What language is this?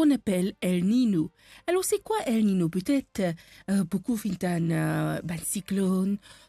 Morisyen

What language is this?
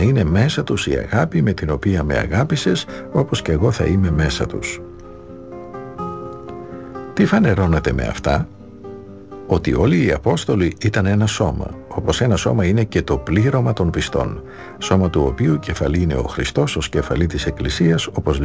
Greek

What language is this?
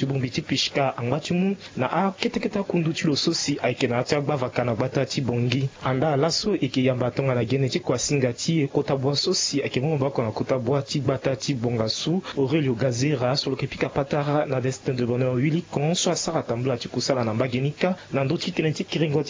Sango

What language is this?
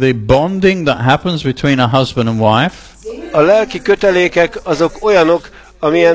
Hungarian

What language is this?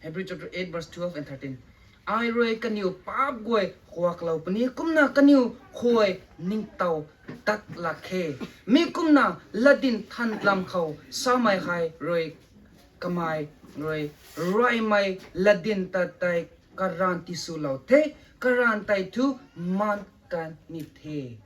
Rongmei Naga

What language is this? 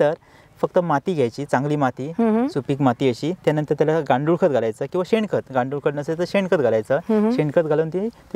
Marathi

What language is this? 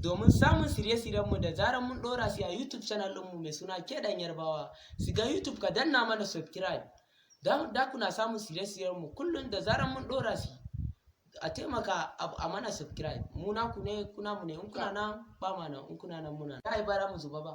Hausa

